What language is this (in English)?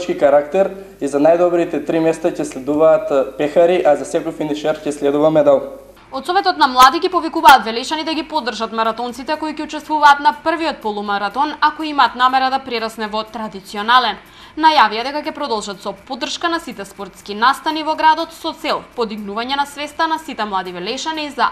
Macedonian